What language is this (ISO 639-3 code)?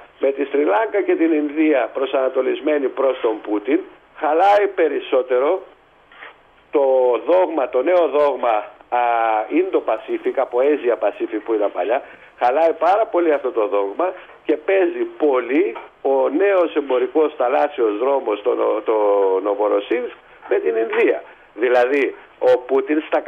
ell